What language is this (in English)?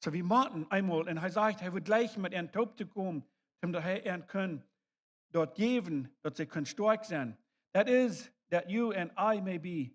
Plautdietsch